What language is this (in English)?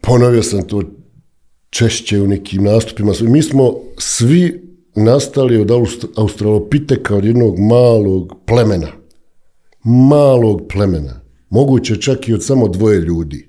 Bosnian